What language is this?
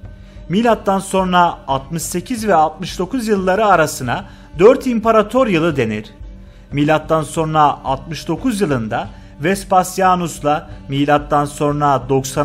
Turkish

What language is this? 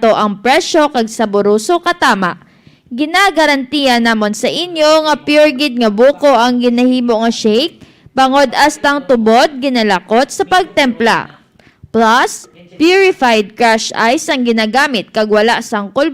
Hiligaynon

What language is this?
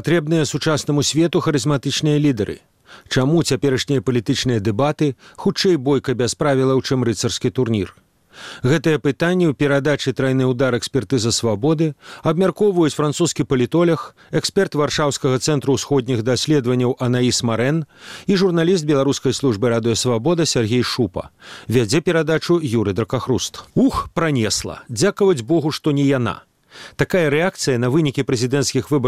Belarusian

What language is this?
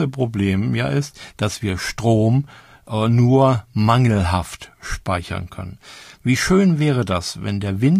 German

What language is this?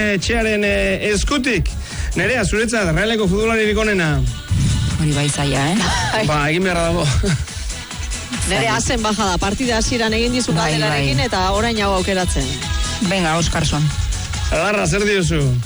Basque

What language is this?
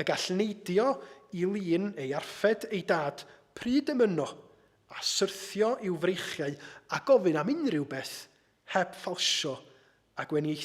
Welsh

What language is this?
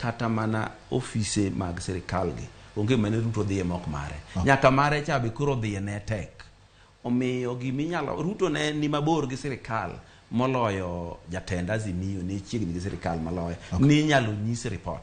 Luo (Kenya and Tanzania)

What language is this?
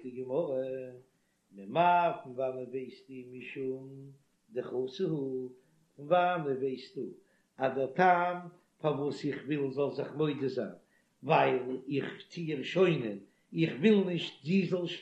Yiddish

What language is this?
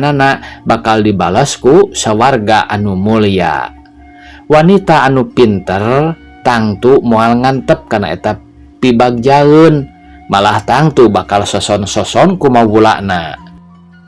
Sundanese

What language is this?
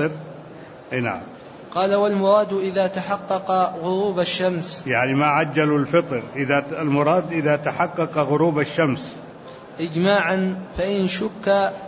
Arabic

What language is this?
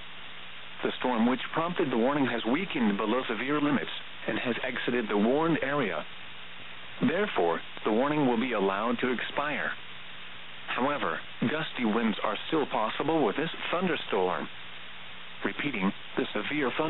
English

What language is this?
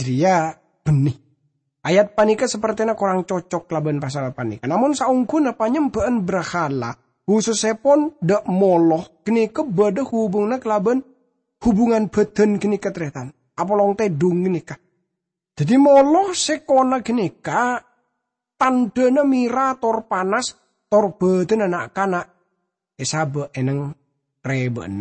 Madurese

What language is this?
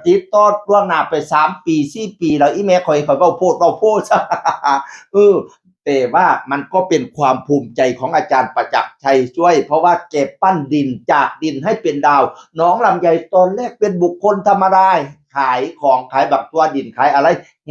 Northeastern Thai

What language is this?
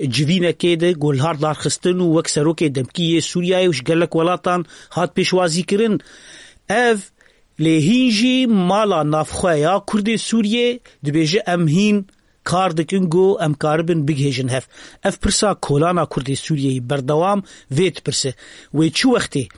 Kurdish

